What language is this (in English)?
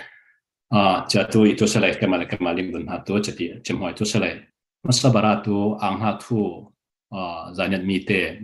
Falam Chin